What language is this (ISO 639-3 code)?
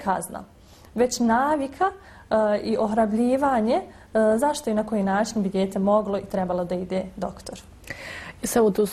bos